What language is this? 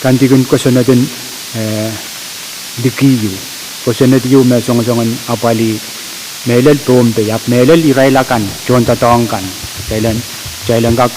Pohnpeian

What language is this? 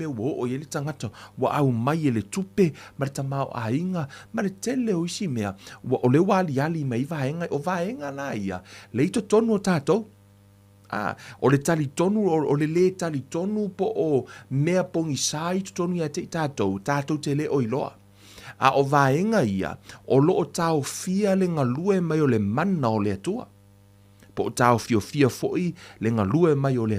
Samoan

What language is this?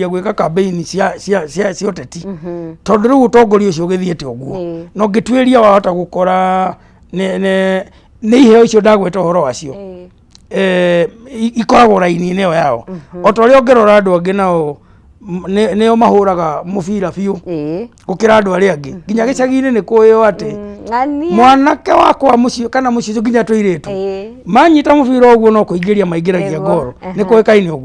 Kikuyu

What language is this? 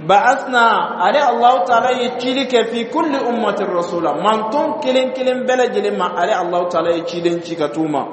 Dyula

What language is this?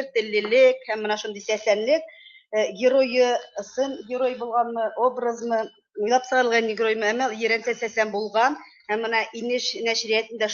Bashkir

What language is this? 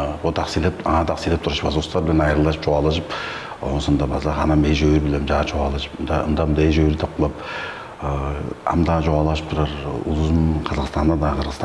Tuvinian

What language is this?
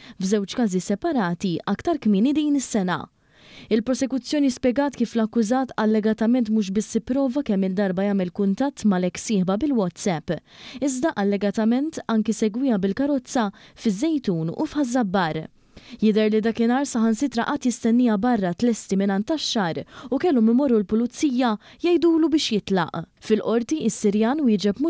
Maltese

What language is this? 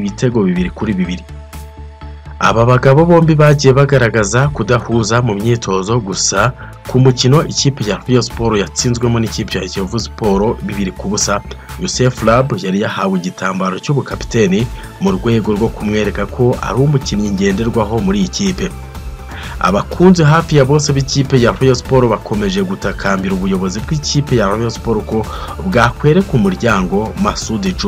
Kinyarwanda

